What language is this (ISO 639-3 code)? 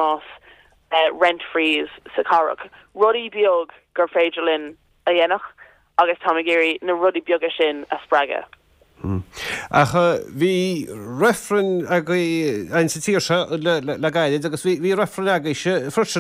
gle